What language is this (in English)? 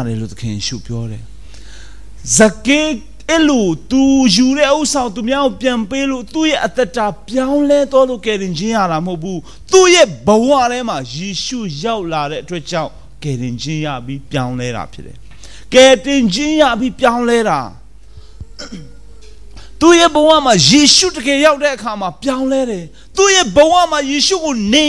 Burmese